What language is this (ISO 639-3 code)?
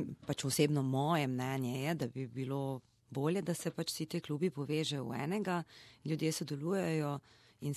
slv